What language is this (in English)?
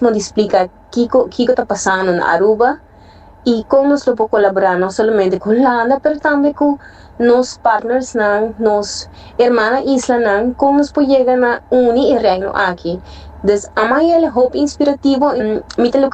Papiamento